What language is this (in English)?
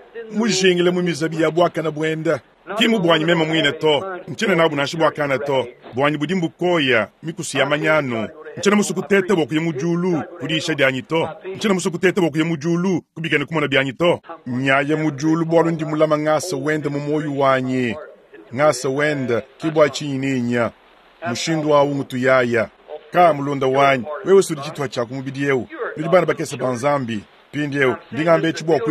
Luba-Lulua